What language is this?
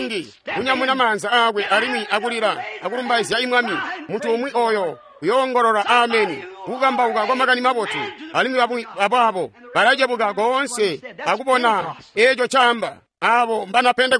Tonga (Zambia)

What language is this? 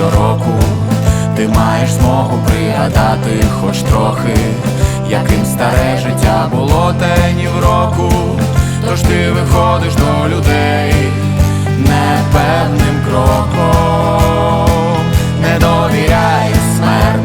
Ukrainian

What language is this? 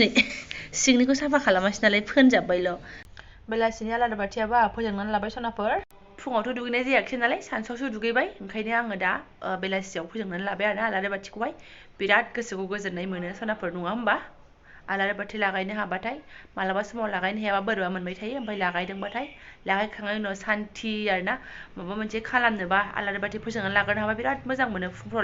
Bodo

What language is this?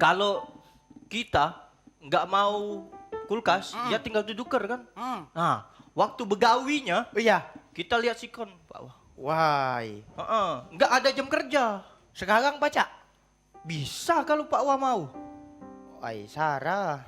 Musi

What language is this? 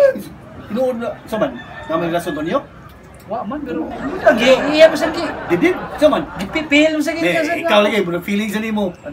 Cebuano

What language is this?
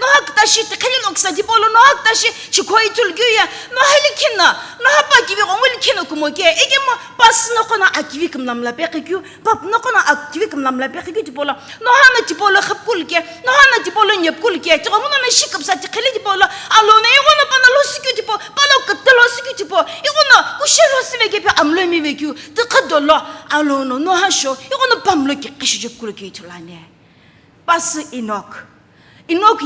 Sumi Naga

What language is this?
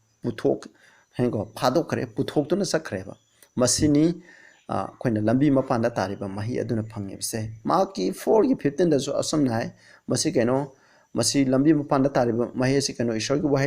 Manipuri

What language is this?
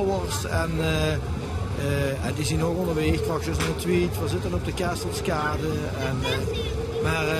Limburgish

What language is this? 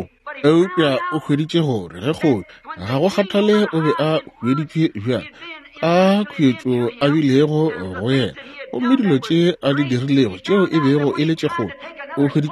Northern Sotho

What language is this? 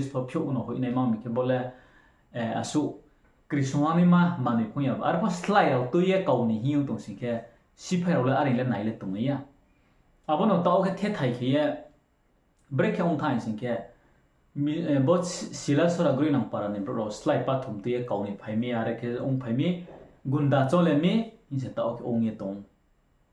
Riang (India)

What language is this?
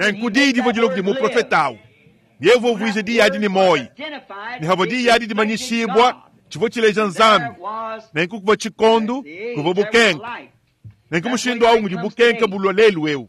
Luba-Lulua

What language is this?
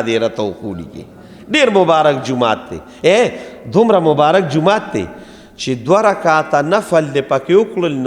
Pashto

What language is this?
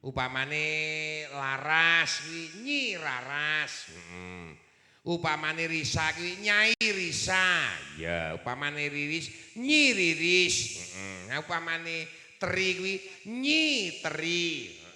Javanese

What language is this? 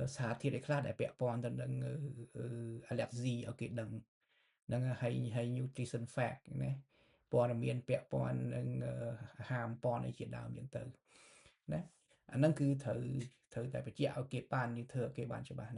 Khmer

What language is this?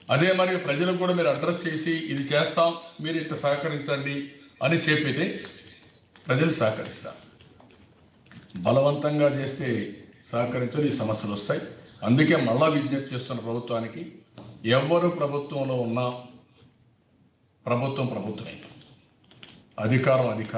Telugu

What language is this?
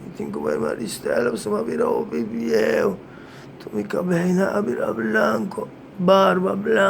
Papiamento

